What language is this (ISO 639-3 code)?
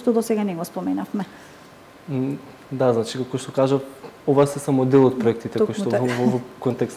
mkd